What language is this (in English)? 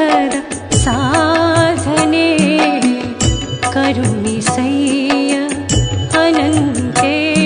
Kannada